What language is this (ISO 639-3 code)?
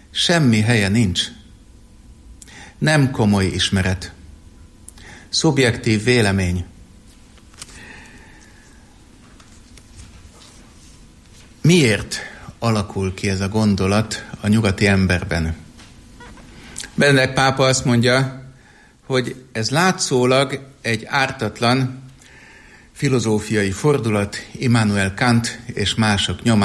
hun